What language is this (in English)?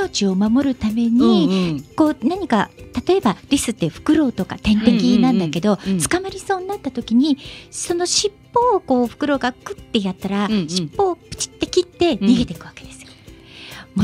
Japanese